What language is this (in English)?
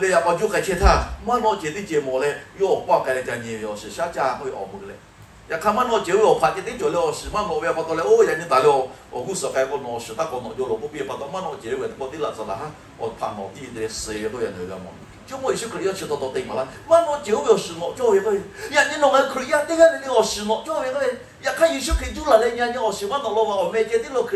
Lahu